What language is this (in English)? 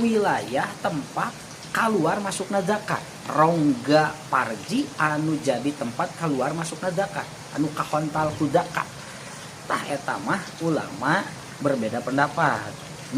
Sundanese